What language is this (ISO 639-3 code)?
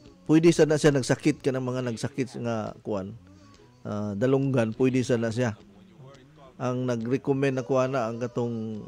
ceb